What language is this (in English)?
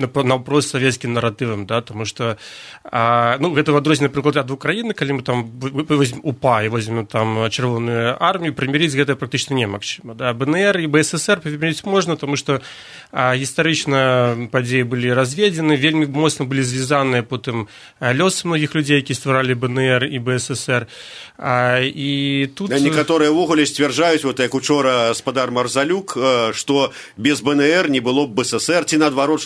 Belarusian